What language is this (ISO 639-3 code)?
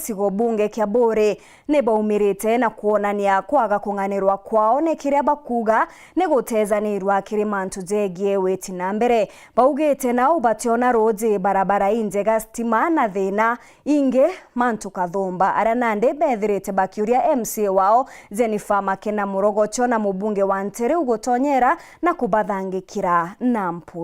mer